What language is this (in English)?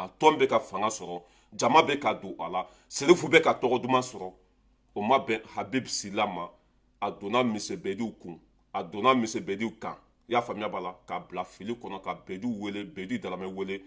Bambara